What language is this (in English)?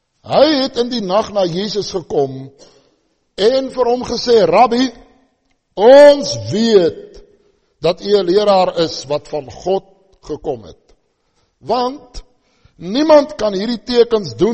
Afrikaans